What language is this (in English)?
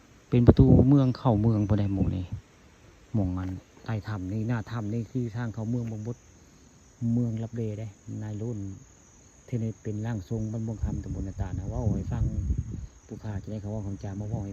Northeastern Thai